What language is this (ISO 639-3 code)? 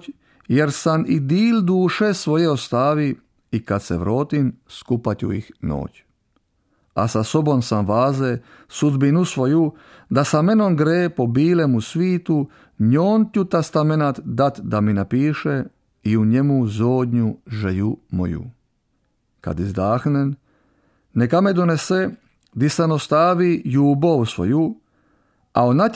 ckm